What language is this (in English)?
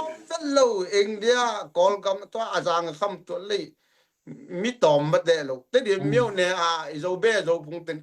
Tedim Chin